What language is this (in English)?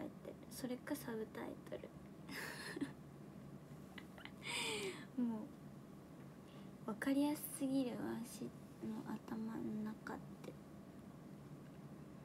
Japanese